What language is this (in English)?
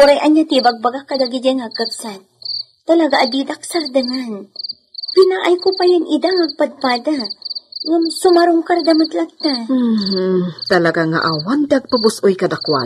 Iloko